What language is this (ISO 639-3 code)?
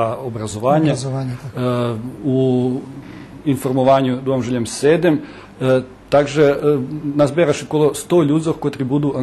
rue